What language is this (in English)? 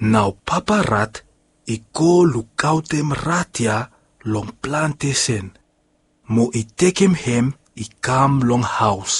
Bislama